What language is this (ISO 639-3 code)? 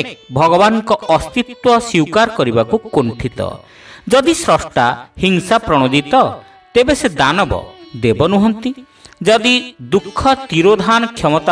ori